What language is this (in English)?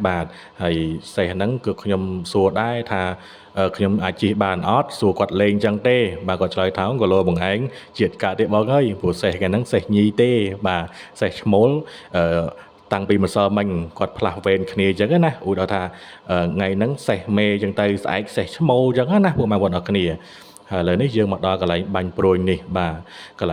Khmer